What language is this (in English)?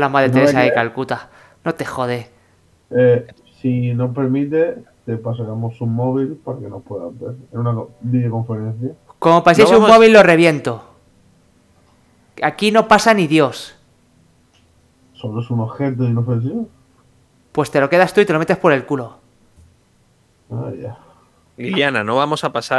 Spanish